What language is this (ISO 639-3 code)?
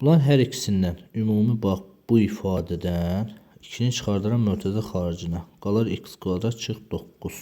aze